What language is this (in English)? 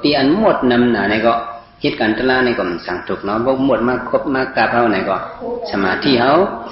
Shan